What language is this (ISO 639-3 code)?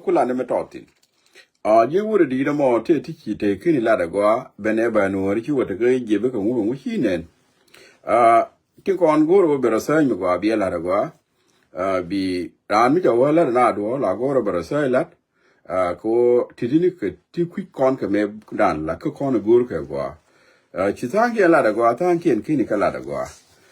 nus